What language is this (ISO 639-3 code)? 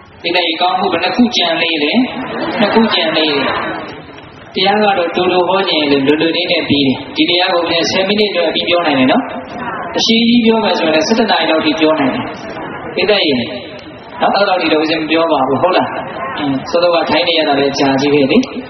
mya